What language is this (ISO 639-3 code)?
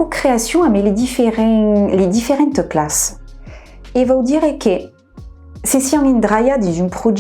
oci